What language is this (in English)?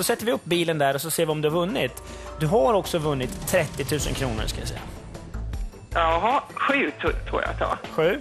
Swedish